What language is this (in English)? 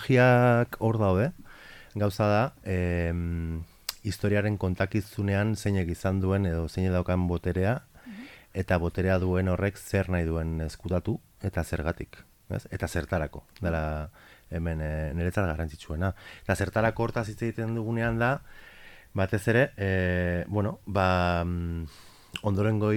Basque